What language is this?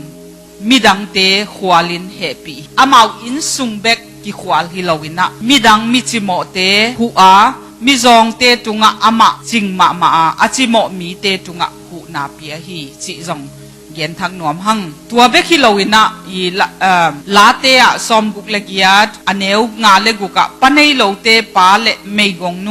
Tedim Chin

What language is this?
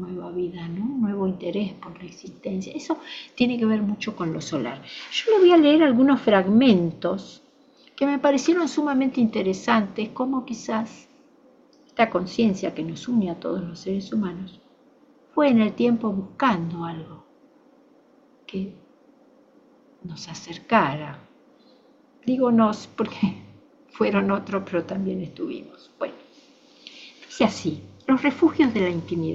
Spanish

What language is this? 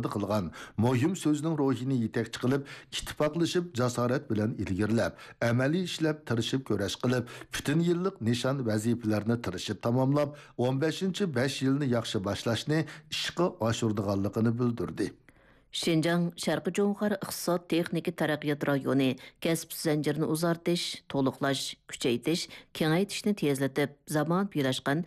Uyghur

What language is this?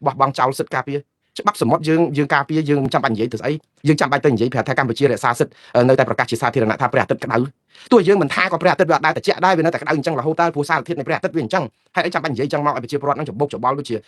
Khmer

